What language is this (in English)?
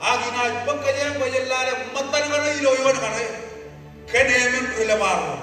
Marshallese